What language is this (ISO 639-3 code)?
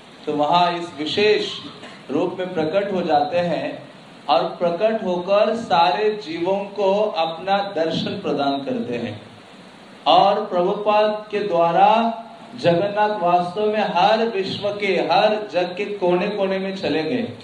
hin